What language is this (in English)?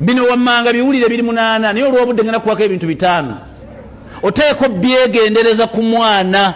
Ganda